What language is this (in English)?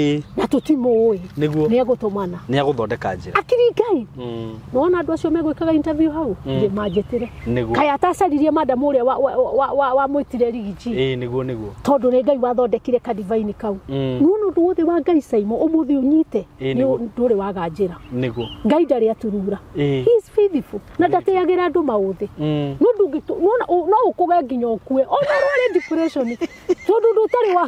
Kikuyu